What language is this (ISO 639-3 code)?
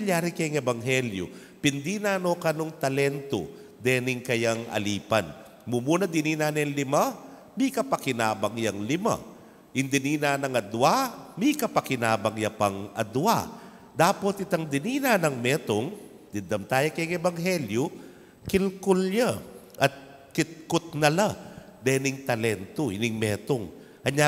pam